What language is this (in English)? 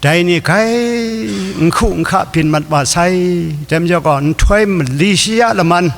Kachin